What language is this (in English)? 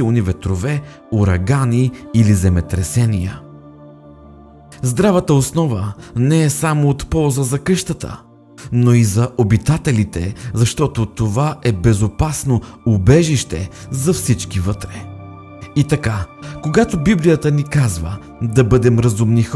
Bulgarian